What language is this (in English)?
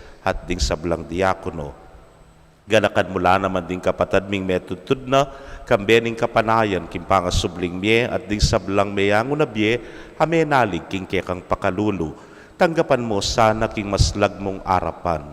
Pampanga